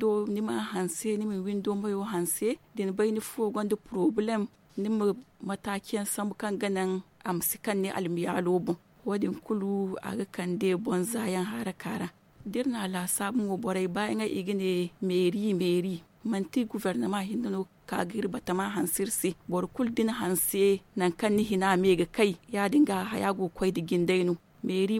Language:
Zarma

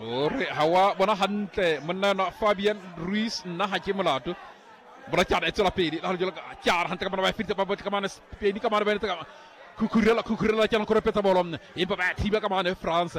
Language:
Southern Sotho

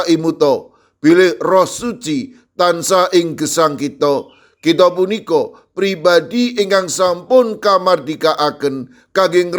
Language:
Javanese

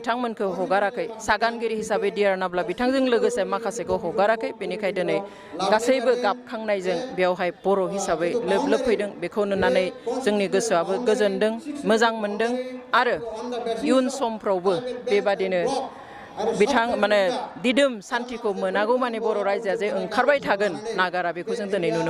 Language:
Bodo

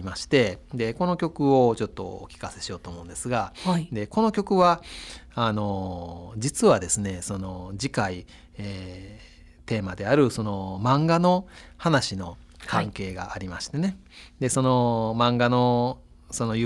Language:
Japanese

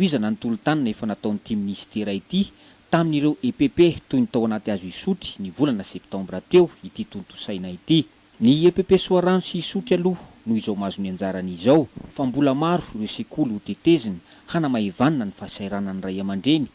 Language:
Malagasy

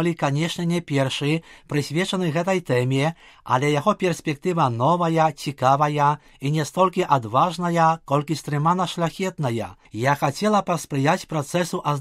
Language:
Belarusian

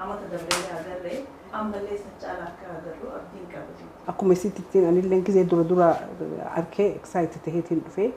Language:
Oromo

